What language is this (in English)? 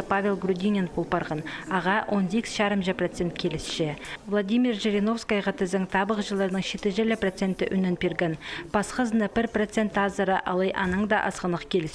Khakas